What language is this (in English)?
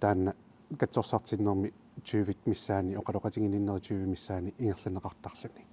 Kalaallisut